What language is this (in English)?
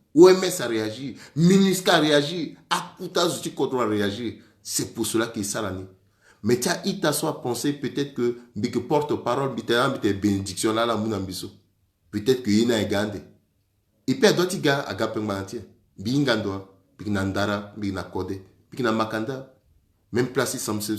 Sango